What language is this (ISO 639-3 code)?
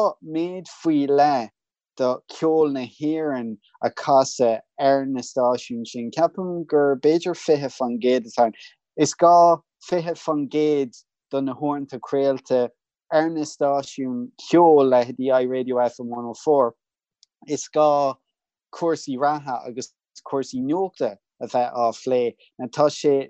gle